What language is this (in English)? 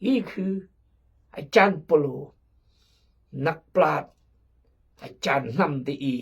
Khmu